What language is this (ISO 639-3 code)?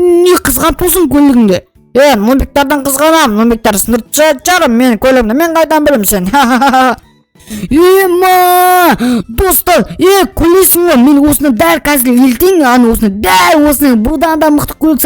kaz